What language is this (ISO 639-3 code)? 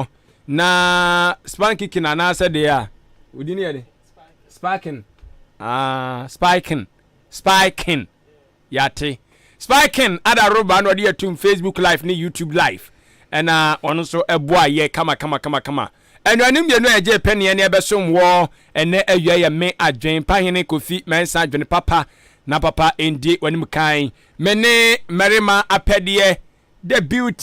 aka